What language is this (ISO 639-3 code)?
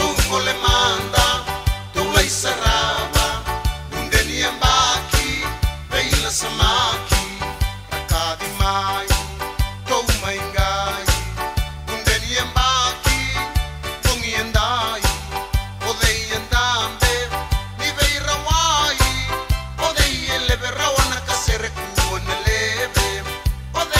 fij